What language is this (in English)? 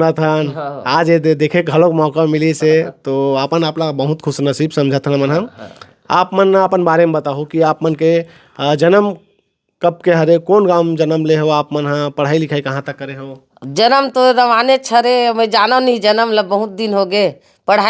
Chhattisgarhi